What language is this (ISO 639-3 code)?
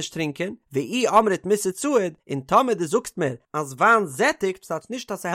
yid